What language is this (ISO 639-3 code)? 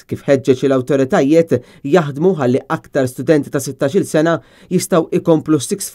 mlt